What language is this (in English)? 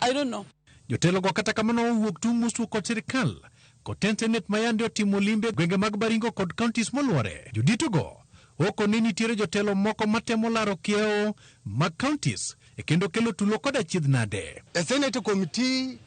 Luo (Kenya and Tanzania)